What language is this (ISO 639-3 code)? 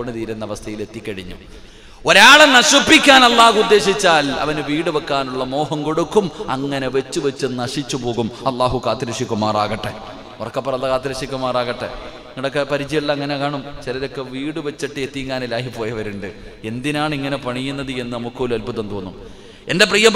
mal